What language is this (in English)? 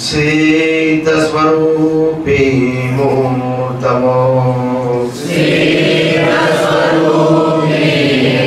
Gujarati